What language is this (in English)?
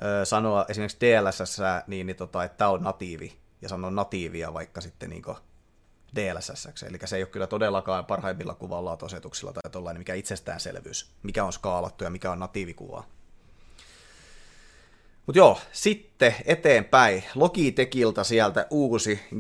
Finnish